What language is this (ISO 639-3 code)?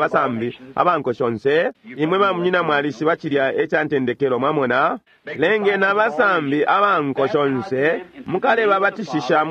bem